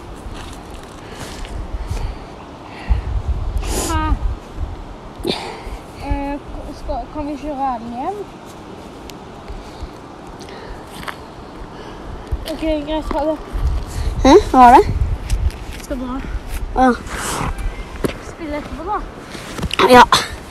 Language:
Norwegian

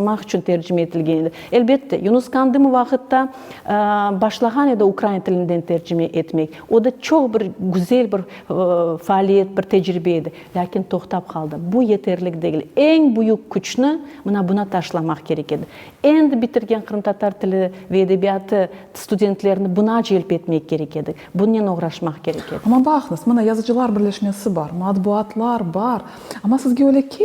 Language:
Crimean Tatar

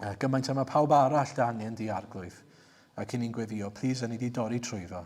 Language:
Welsh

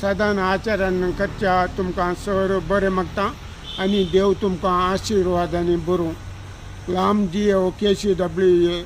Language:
Konkani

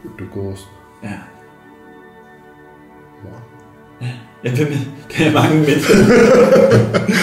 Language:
Danish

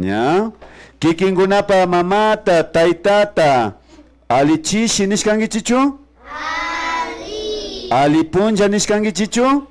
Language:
Imbabura Highland Quichua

